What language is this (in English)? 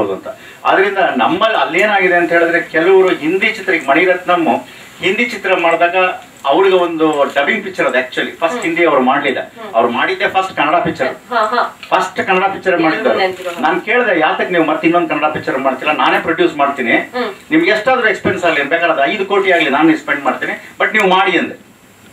Kannada